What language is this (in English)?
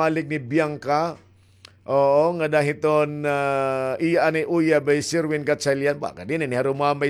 Waray